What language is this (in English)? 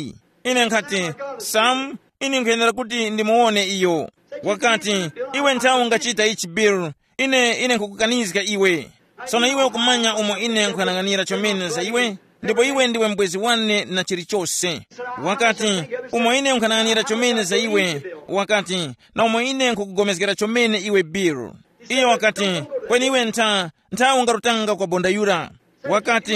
Tumbuka